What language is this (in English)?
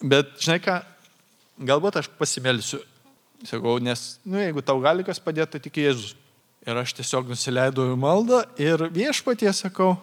Lithuanian